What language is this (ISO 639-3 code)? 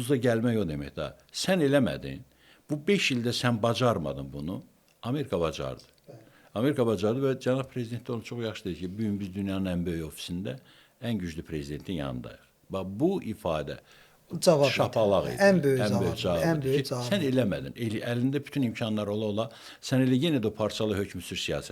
aze